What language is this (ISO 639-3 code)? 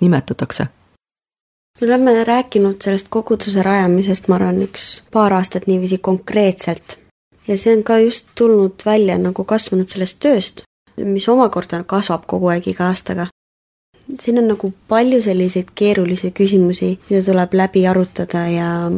est